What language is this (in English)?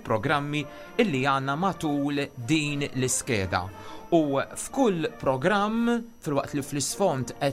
Maltese